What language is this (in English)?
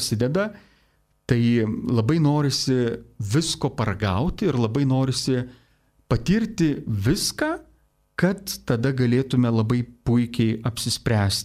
Lithuanian